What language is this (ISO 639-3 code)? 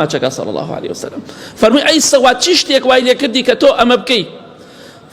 ckb